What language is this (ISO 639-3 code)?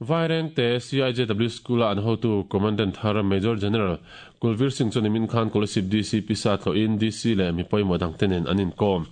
lus